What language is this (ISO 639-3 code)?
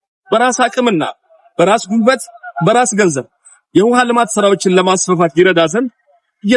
amh